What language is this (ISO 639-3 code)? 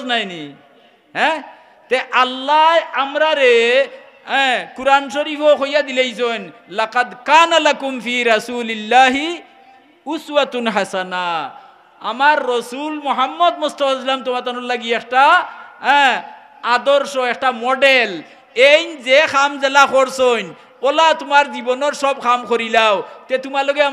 syl